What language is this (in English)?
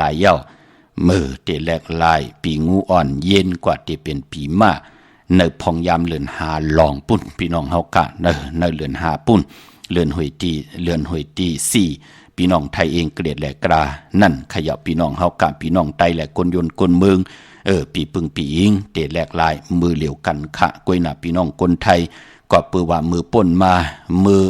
Shan